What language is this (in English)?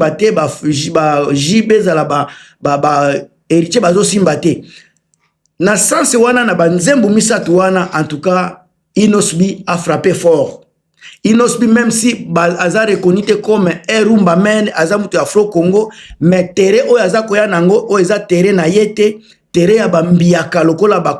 Lingala